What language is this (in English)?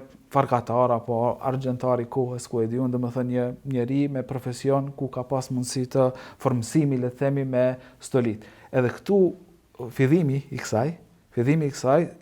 Albanian